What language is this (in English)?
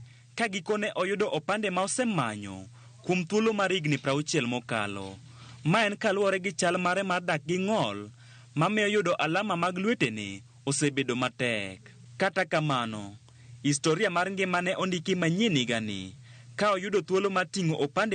Luo (Kenya and Tanzania)